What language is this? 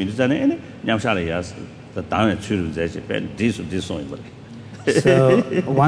English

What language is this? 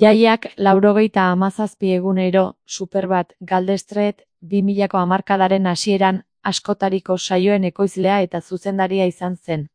Basque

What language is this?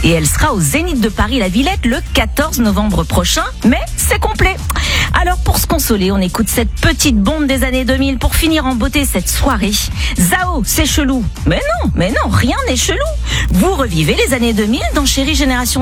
French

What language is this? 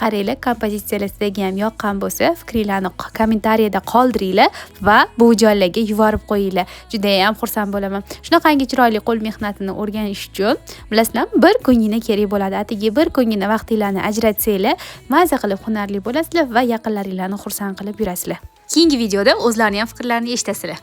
Uzbek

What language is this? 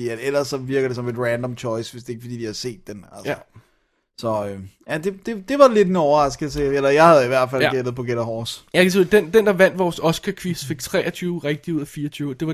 Danish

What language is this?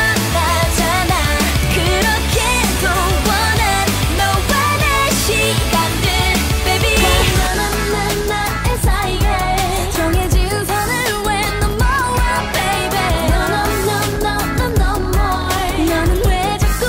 Korean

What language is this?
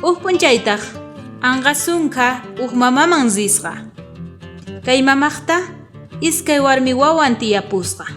South Bolivian Quechua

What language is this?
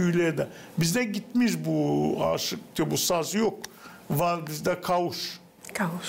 Gagauz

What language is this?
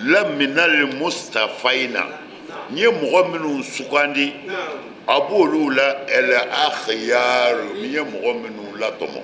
Bambara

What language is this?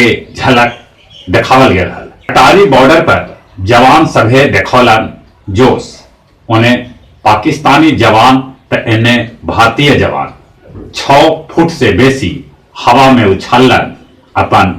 Magahi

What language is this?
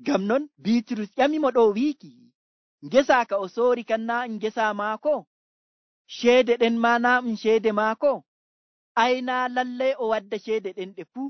Nigerian Fulfulde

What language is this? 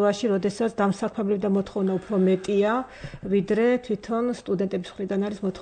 Georgian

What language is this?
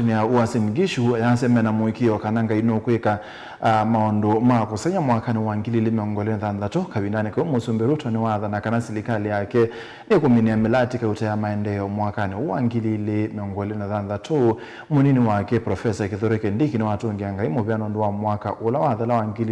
Kamba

